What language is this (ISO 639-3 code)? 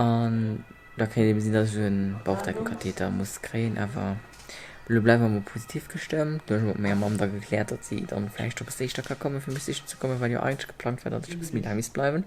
ltz